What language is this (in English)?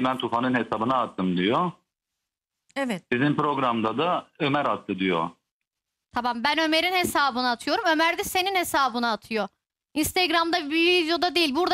Turkish